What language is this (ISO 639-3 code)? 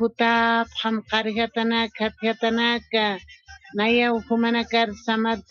aym